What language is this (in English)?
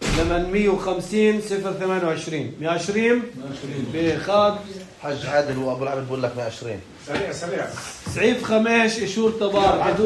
North Levantine Arabic